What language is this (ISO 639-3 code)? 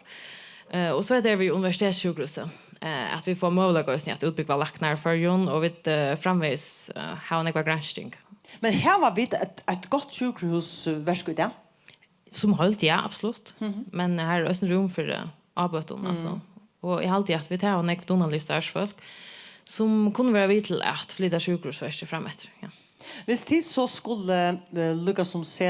fao